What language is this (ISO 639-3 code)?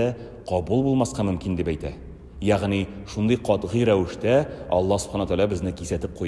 tat